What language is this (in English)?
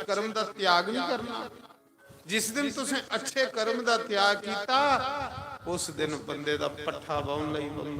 Dogri